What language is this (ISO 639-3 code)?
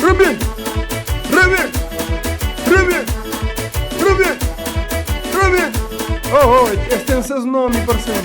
kea